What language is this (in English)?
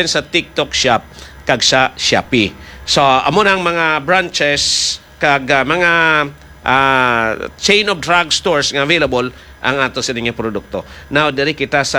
Hiligaynon